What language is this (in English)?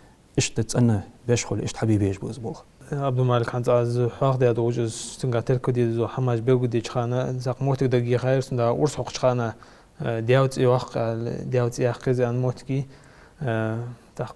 Ingush